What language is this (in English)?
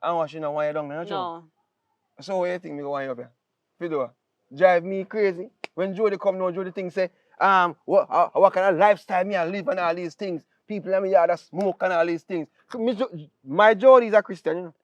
Jamaican Creole English